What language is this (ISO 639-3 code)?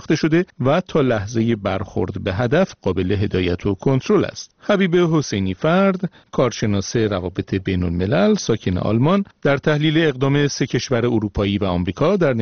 fas